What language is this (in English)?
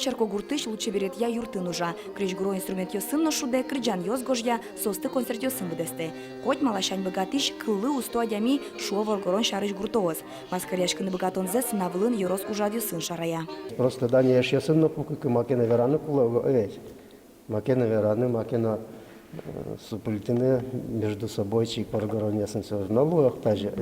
Udmurt